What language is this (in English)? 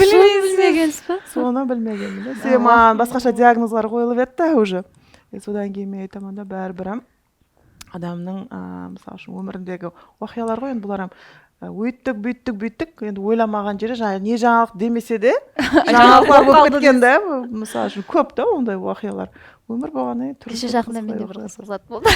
Kara-Kalpak